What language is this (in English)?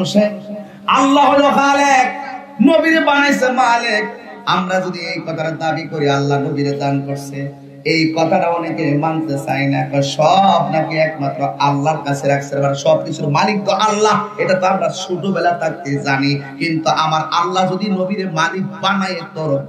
Sylheti